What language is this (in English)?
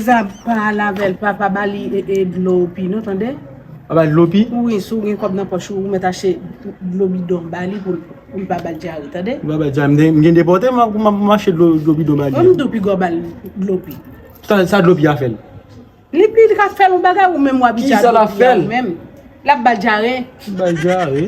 Haitian Creole